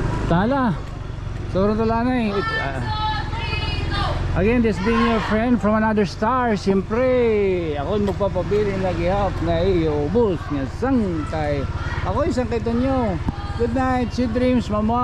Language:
Waray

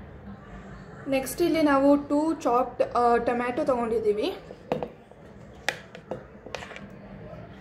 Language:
Kannada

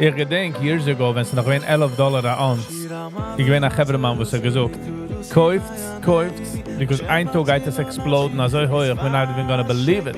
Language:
Yiddish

